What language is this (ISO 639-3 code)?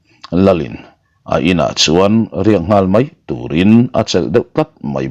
lus